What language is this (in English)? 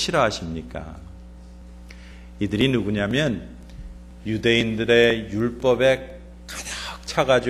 Korean